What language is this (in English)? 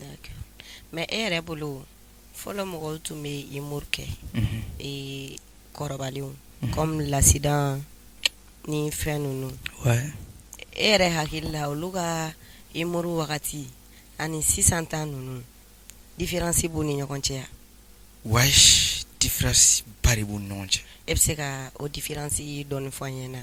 Bambara